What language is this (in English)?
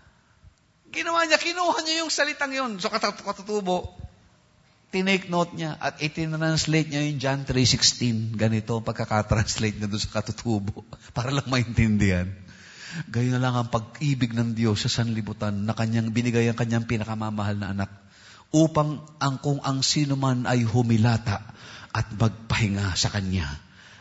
Filipino